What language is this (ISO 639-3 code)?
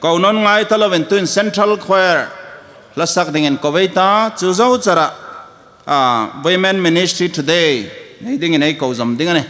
hmr